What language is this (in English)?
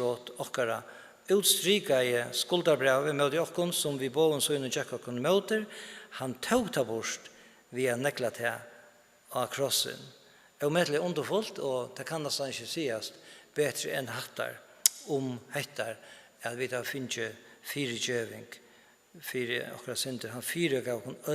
Faroese